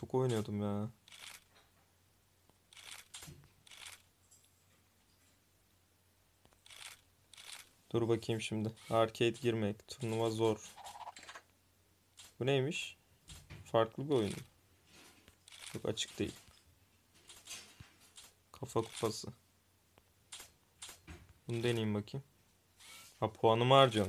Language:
Turkish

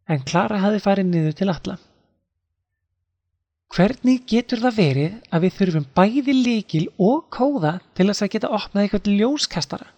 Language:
Icelandic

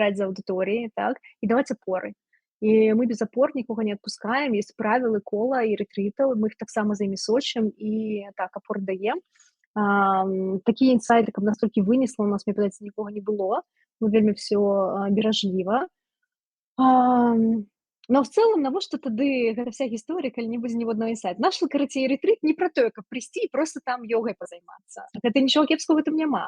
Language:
Belarusian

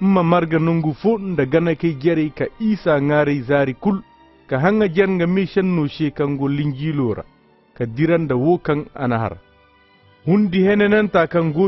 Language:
Koyraboro Senni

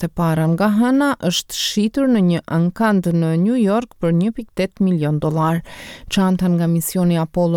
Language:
Albanian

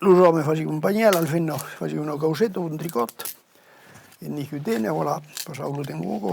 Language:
Occitan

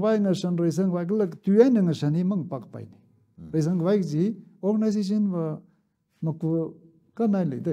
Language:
Tangkhul Naga (India)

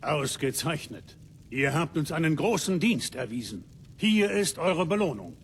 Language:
Bavarian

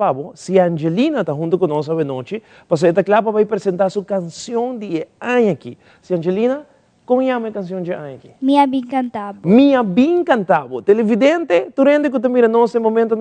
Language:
Papiamento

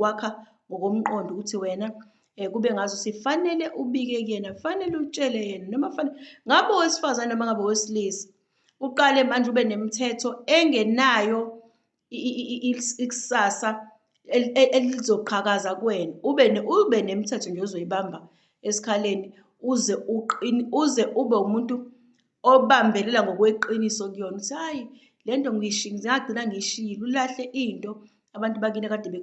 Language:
Zulu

